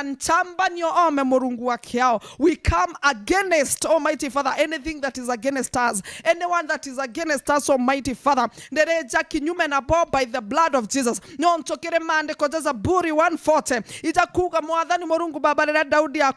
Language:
Meru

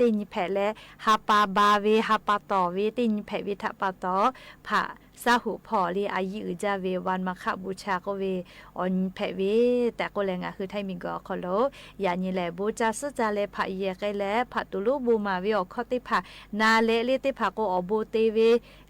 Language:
Lahu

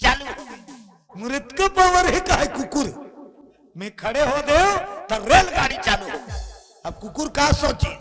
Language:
Chhattisgarhi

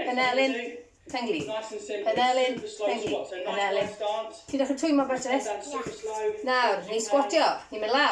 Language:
Welsh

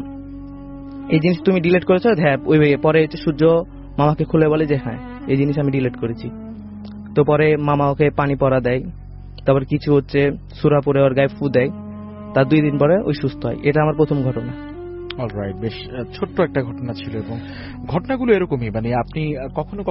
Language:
Bangla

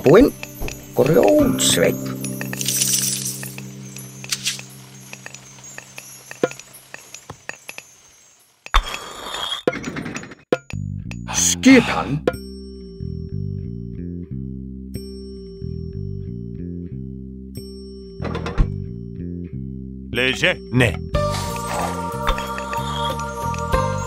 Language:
Icelandic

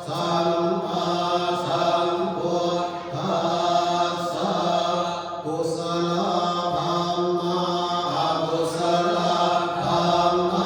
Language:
Pali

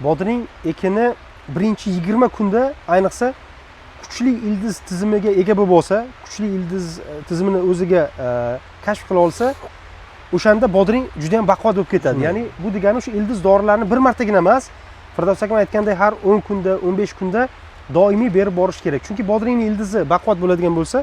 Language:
Uzbek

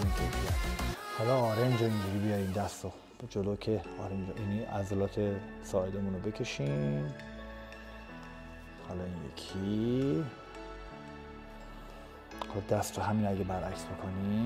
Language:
Persian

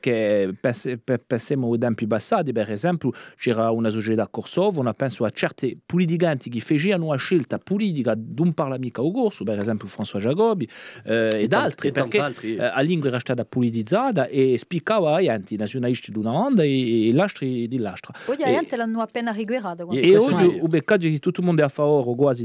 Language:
Corsican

